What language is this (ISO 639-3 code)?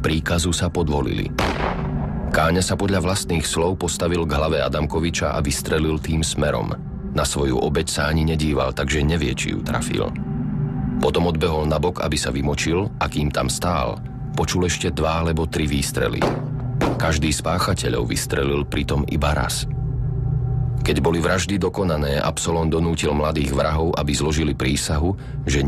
slk